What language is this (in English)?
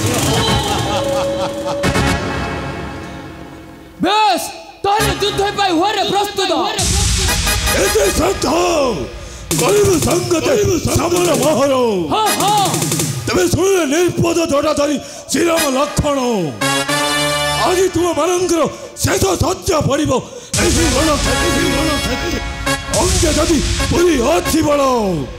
Odia